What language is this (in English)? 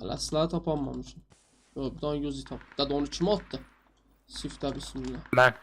South Azerbaijani